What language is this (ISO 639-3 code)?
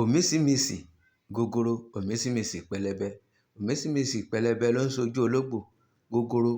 yor